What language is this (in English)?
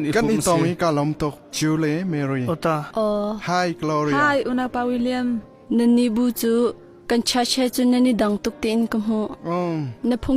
Hakha Chin